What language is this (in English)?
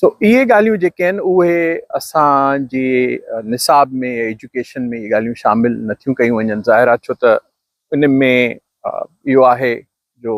Sindhi